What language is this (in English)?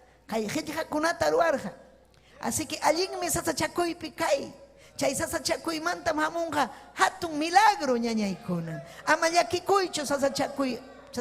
Ayacucho Quechua